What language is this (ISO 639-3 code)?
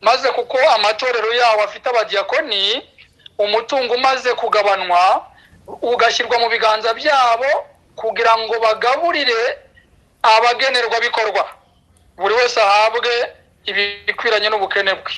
kin